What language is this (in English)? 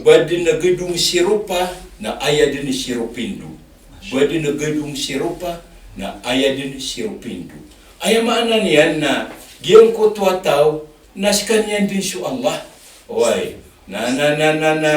Maranao